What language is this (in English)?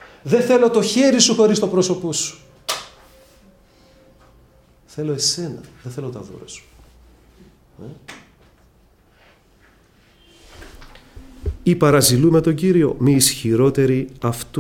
Greek